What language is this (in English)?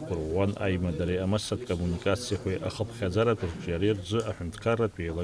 Abkhazian